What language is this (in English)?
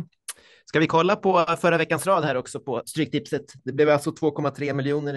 Swedish